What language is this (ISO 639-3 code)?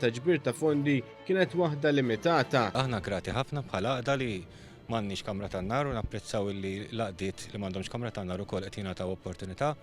mlt